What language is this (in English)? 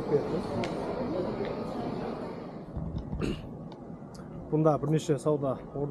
Kazakh